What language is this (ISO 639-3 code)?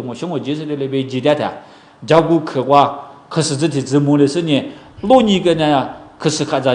lis